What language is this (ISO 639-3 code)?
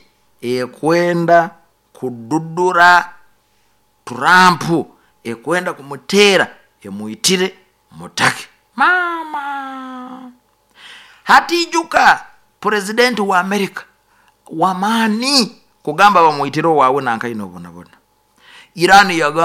nyo